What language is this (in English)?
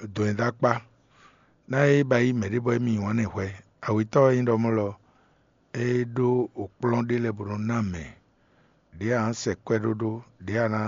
Fon